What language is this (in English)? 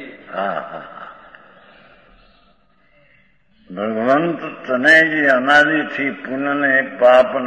Gujarati